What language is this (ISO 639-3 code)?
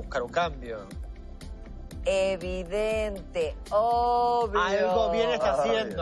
spa